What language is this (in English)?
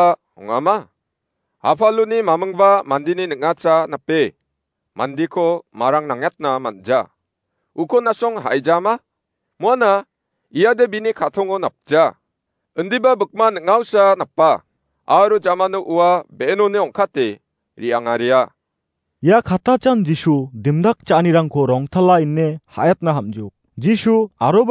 Garo